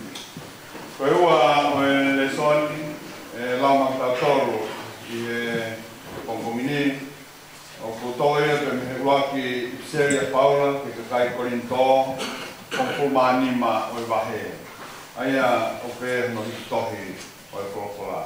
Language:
Tongan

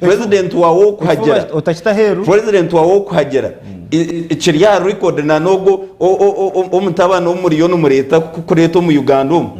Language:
Nyankole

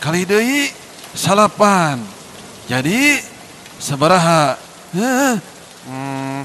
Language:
Sundanese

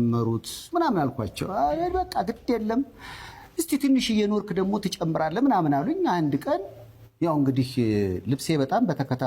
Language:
Amharic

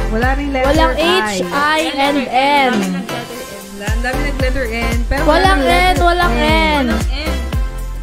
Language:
Filipino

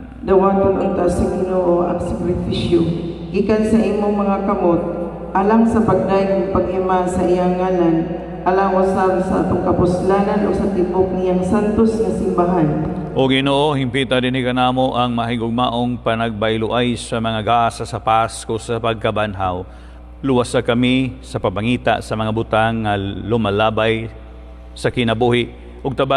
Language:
Cebuano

